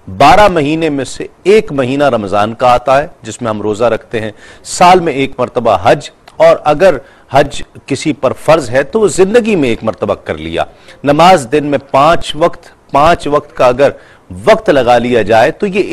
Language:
Urdu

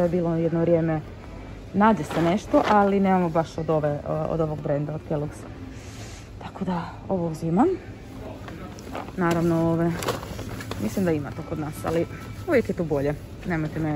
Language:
Croatian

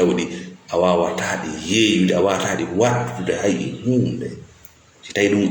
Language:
Fula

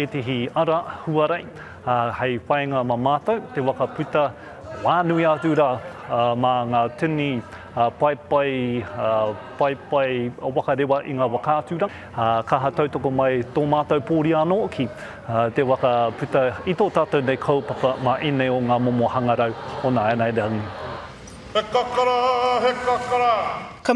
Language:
Māori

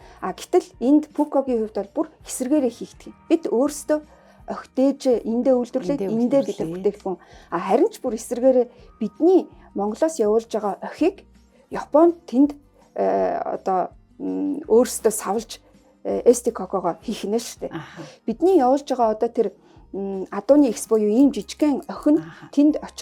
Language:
Mongolian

